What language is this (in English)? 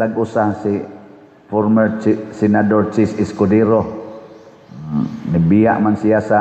Cebuano